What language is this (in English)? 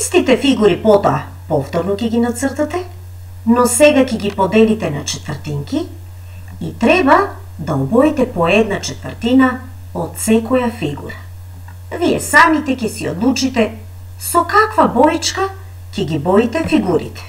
Macedonian